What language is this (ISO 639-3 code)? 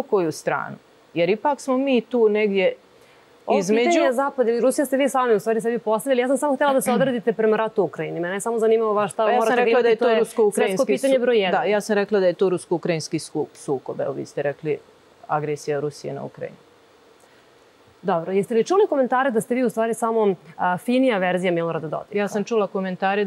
srp